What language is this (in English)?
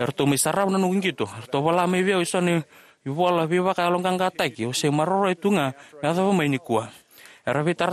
Fijian